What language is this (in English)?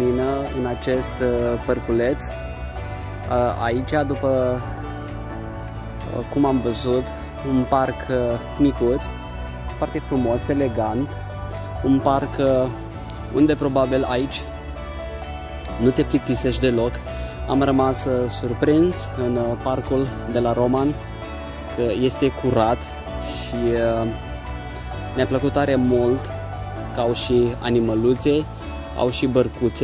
Romanian